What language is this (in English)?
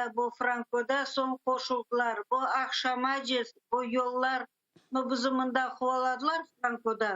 Crimean Tatar